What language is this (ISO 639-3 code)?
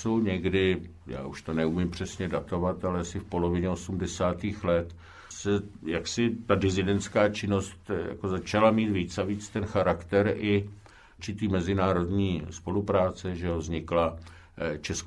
ces